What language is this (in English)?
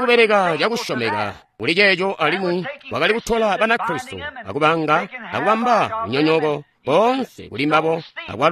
Tonga (Zambia)